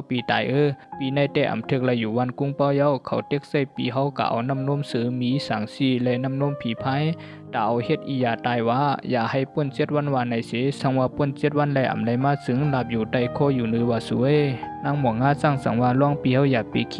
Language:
Shan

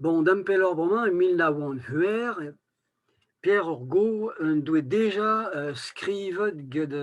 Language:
Breton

